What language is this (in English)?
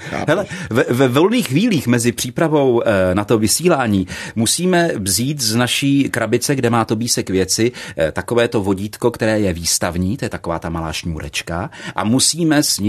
Czech